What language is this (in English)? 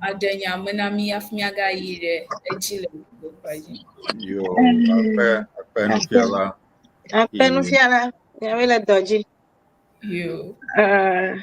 Ewe